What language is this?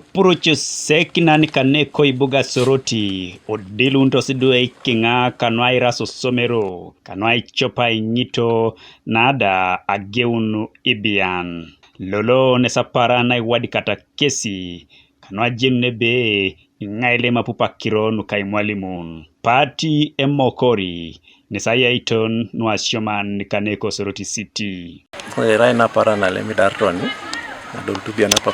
Teso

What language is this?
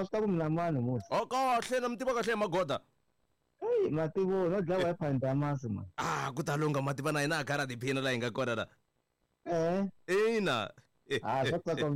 Tsonga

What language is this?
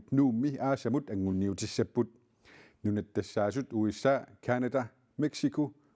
Kalaallisut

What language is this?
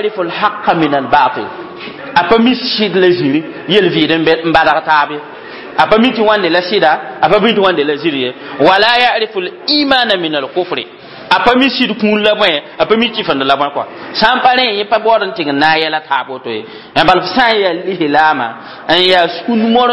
Mossi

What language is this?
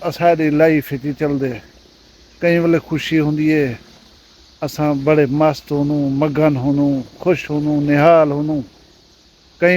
Saraiki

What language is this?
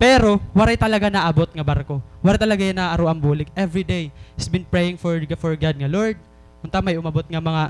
Waray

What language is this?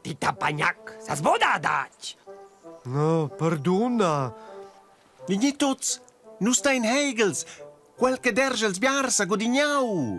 Romansh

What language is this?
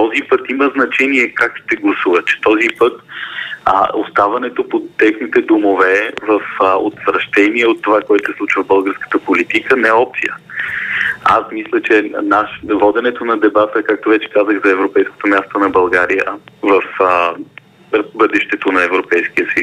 Bulgarian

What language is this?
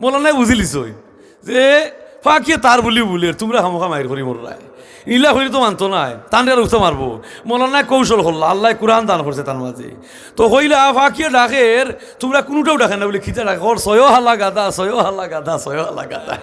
Sylheti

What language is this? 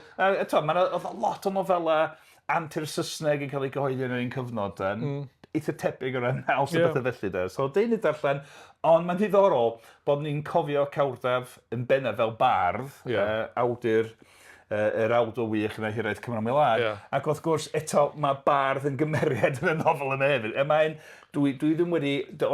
Welsh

